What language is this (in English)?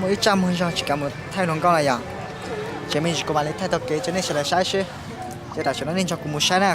Hmong